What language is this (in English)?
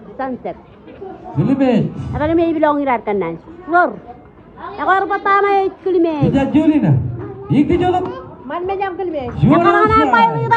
Marshallese